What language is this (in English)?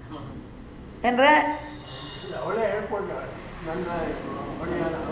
Kannada